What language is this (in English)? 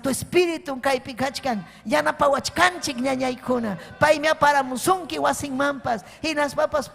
Ayacucho Quechua